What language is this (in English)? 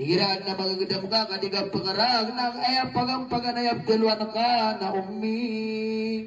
Maranao